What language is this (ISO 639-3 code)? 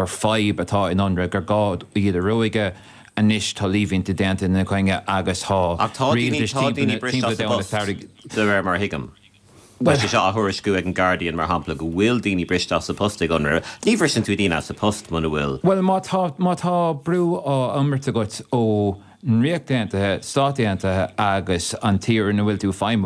gle